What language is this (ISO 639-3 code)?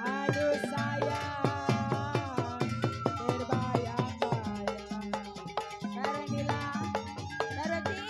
bew